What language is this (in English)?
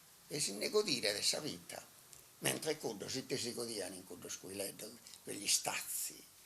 Sardinian